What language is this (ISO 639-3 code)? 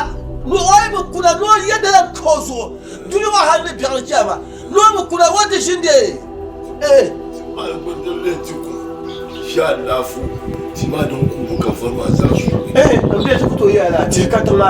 dag